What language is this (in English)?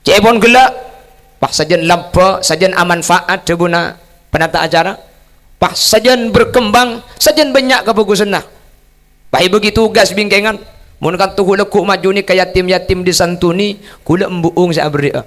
Madurese